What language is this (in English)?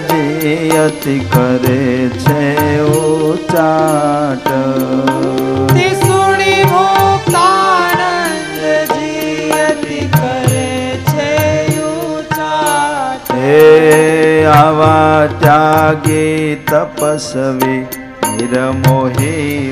Gujarati